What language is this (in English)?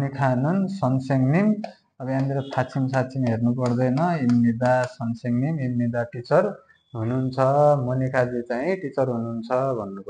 Nepali